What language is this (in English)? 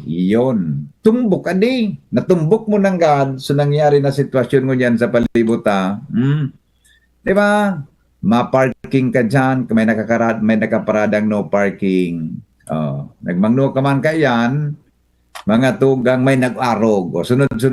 Bikol